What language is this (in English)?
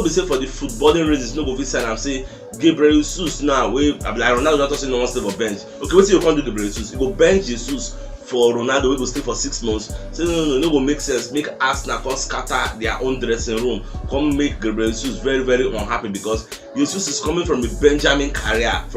Nigerian Pidgin